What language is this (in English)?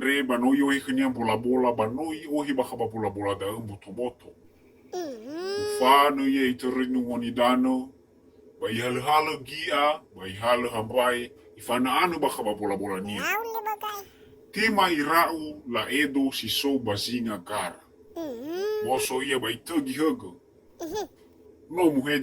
Nias